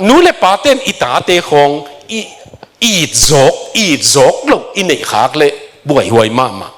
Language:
Tedim Chin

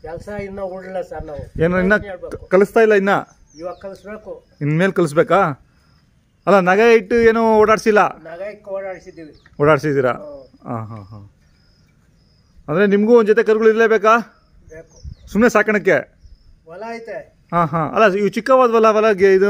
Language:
Kannada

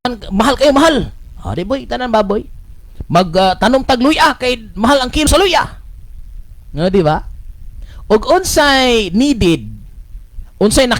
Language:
Cebuano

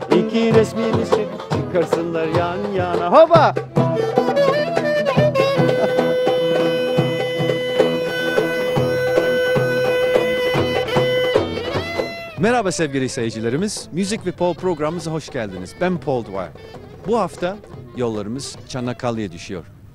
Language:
Turkish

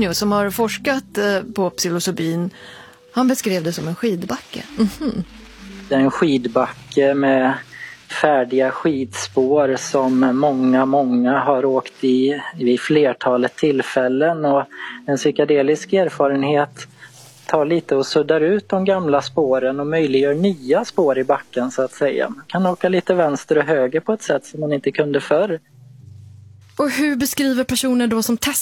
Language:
Swedish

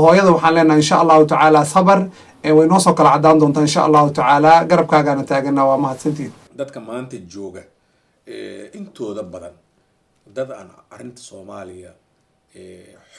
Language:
Somali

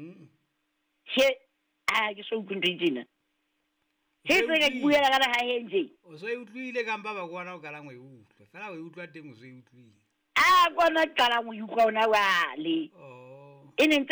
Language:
Southern Sotho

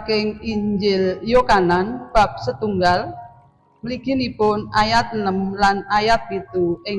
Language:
Javanese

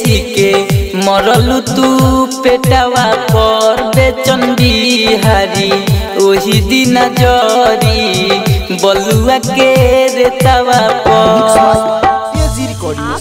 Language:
Bhojpuri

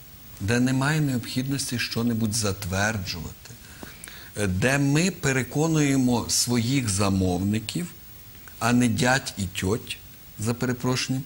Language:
Ukrainian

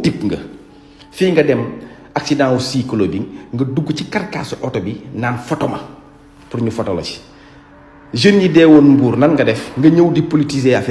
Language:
Wolof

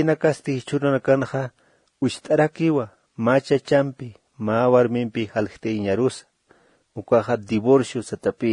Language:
Aymara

